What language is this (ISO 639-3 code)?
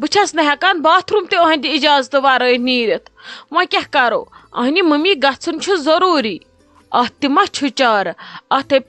kas